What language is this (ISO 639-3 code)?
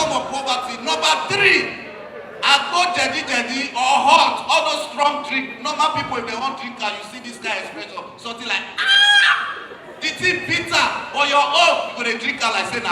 pcm